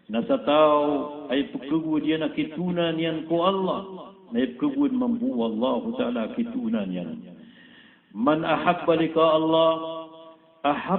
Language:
Maranao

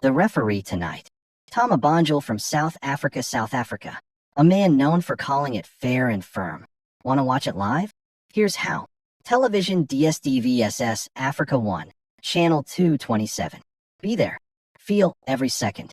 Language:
English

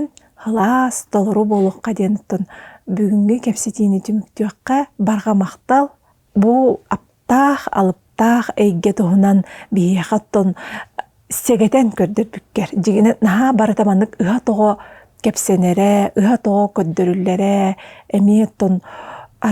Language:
Yakut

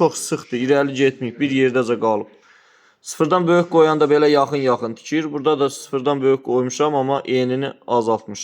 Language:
Azerbaijani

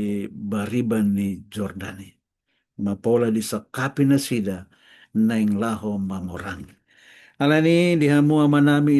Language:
Batak Toba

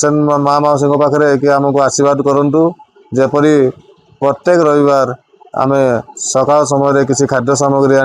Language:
Odia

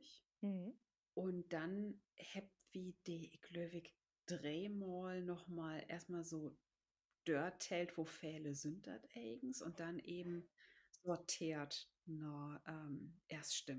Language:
Low German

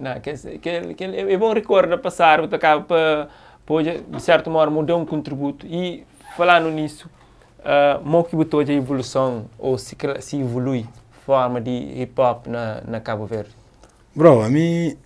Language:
Kabuverdianu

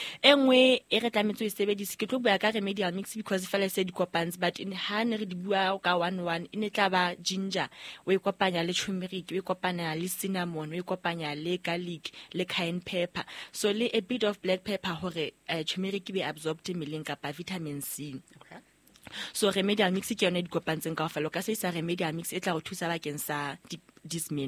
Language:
Southern Sotho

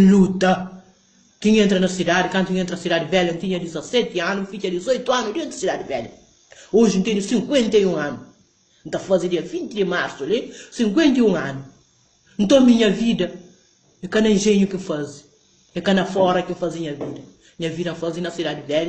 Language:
Kabuverdianu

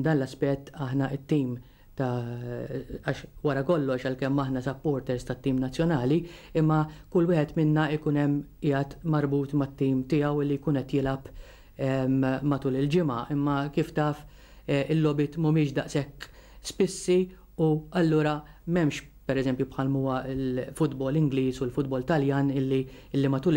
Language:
Maltese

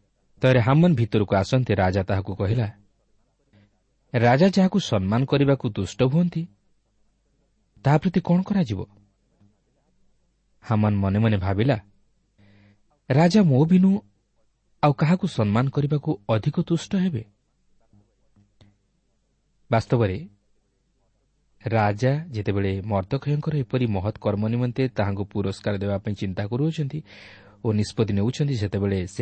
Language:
Odia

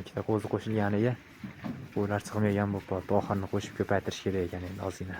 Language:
Uzbek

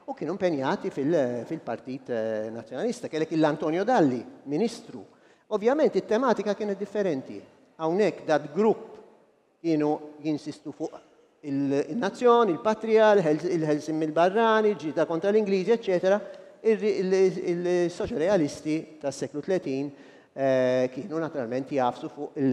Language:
Maltese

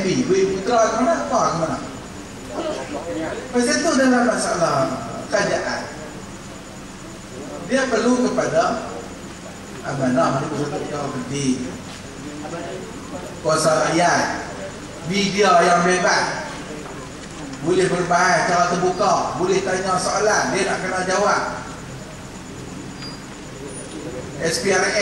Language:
Malay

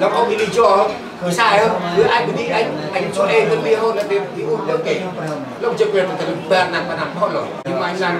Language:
Central Mnong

